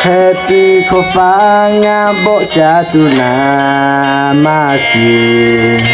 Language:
Lahu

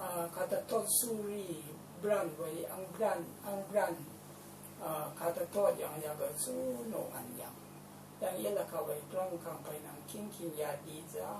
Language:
Rawang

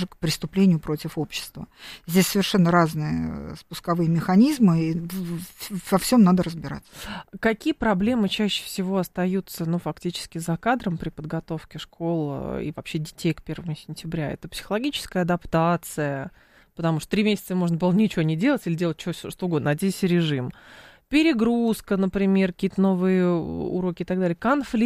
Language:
Russian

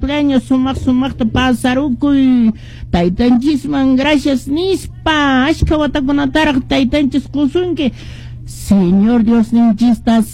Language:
Quechua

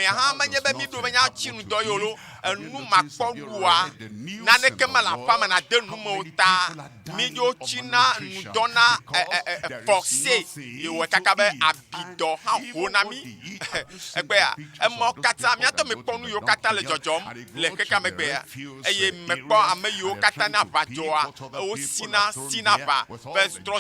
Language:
Ewe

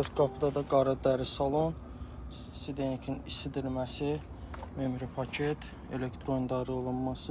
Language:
Azerbaijani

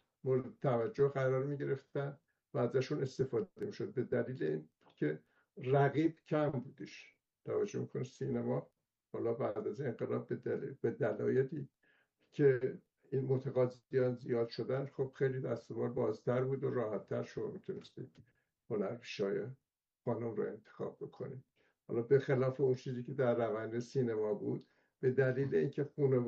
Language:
Persian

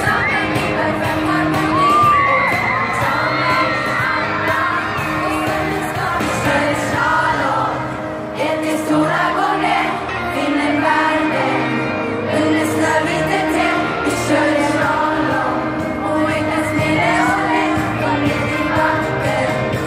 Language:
Swedish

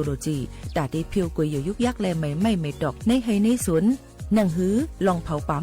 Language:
Shan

